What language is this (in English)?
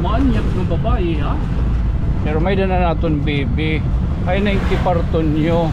Waray